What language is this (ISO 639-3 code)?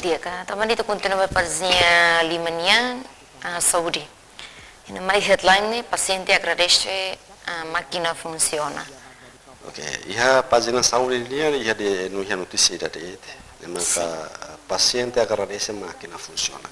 tet